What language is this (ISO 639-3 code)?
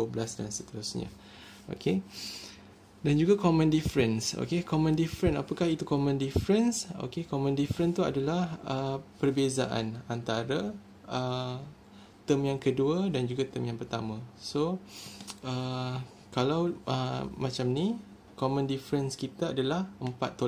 msa